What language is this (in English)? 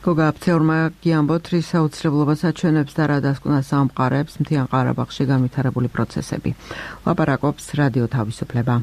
Georgian